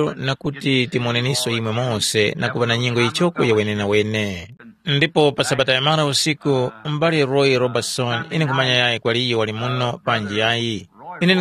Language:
Tumbuka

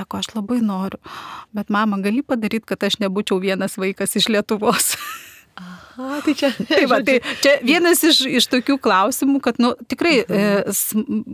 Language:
Lithuanian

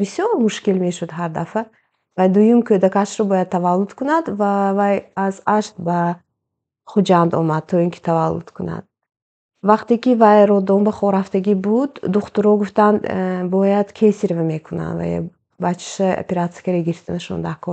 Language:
Tajik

